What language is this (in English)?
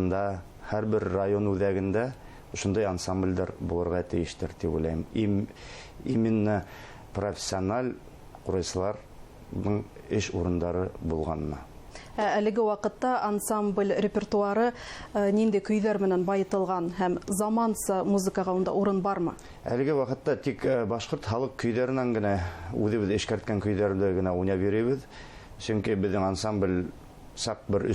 Bashkir